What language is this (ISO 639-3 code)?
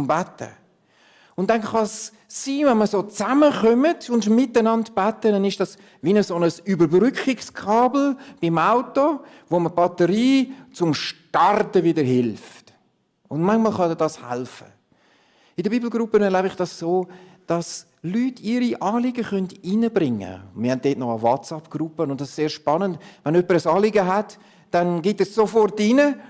gsw